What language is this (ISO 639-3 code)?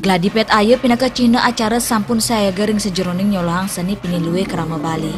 ban